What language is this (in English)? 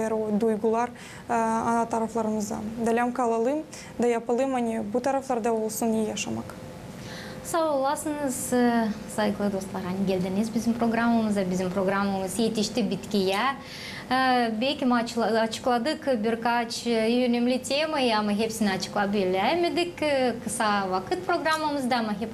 Gagauz